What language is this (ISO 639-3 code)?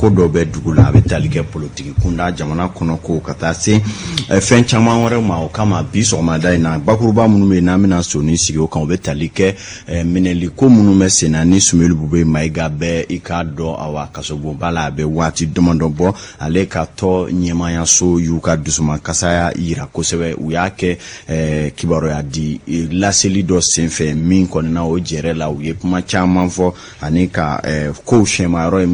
bam